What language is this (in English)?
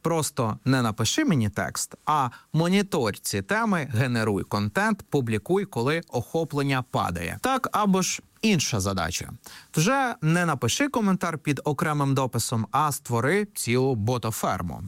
Ukrainian